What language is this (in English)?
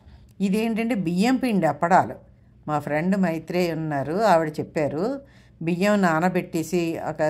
Telugu